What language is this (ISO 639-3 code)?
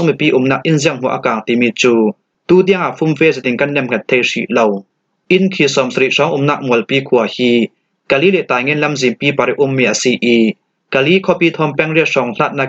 cfm